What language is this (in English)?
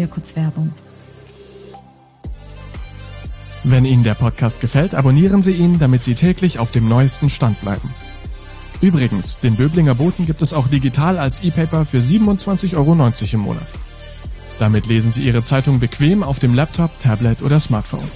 German